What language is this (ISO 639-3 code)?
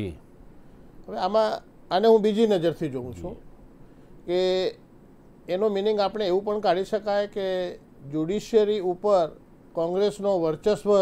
guj